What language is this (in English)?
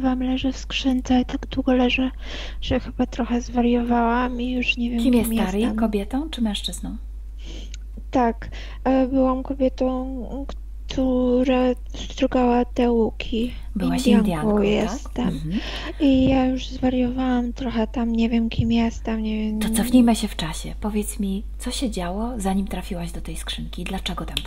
Polish